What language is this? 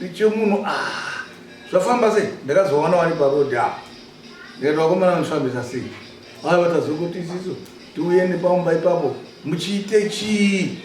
Shona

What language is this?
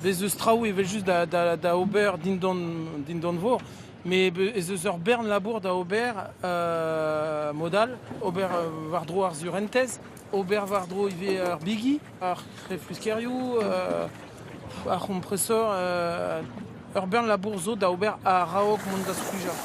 Breton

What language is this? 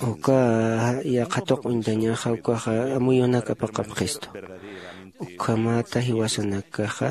Aymara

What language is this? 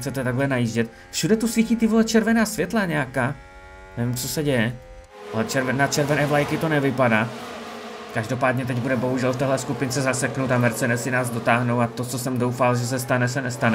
Czech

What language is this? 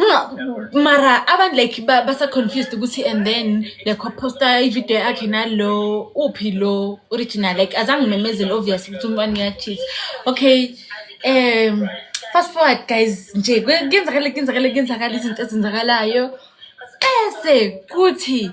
Zulu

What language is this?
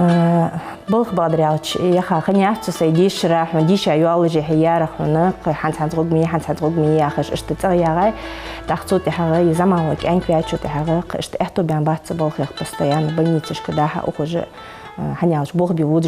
Ingush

